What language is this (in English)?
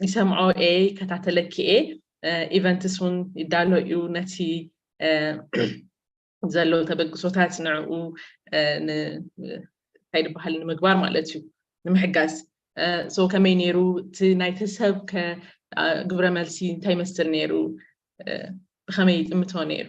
Tigrinya